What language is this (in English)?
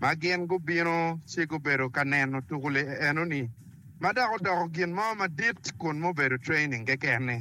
Acoli